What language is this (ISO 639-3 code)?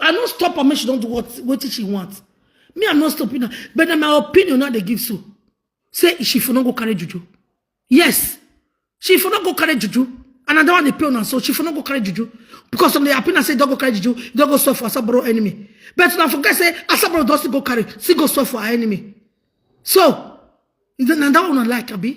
pcm